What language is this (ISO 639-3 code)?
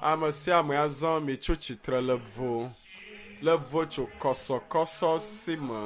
ewe